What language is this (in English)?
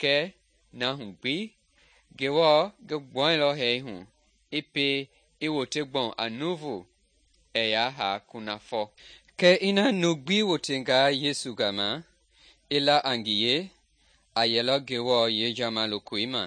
Mende